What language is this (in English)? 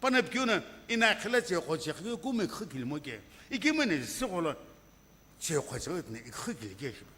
Sumi Naga